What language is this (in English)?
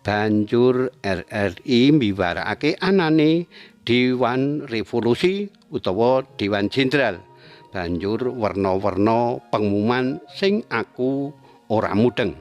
Javanese